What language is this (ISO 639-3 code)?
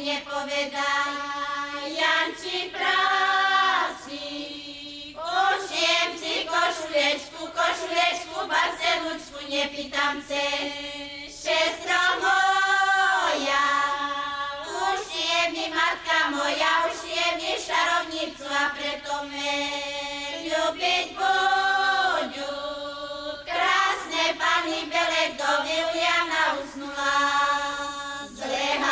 slk